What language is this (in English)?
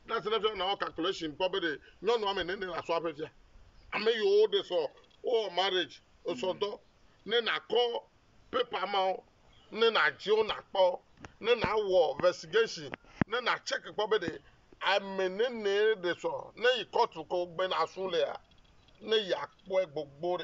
Ewe